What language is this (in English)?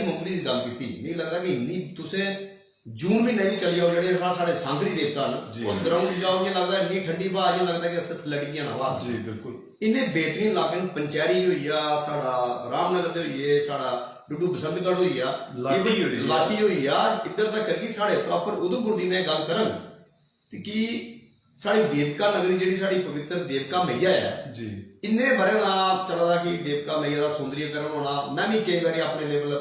Dogri